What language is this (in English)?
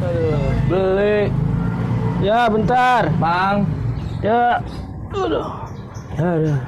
Betawi